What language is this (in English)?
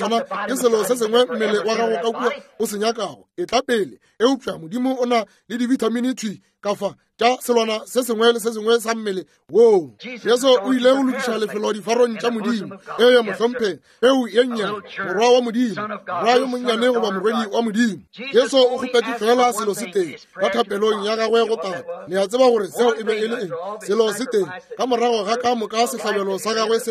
Northern Sotho